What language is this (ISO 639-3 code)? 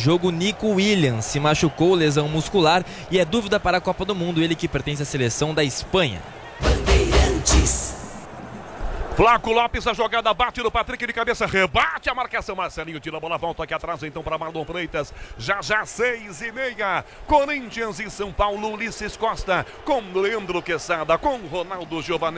por